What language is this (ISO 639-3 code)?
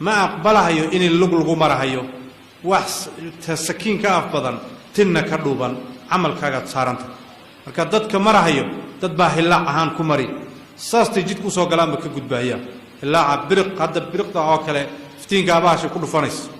som